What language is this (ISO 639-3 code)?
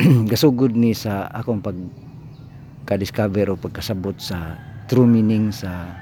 ceb